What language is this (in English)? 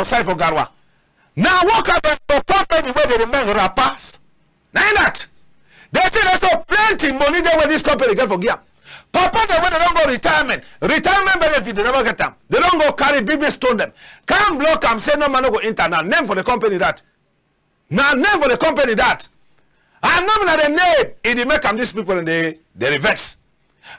Cameroon Pidgin